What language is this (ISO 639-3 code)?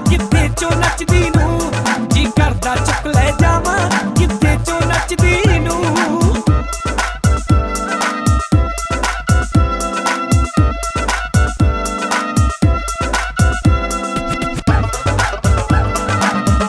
pan